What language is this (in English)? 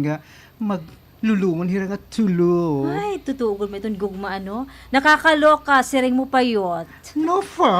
Waray